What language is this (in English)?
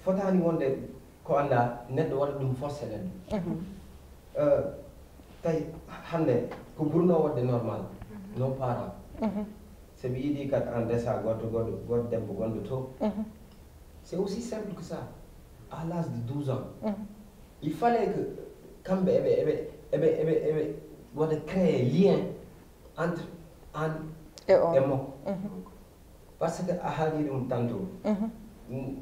Fula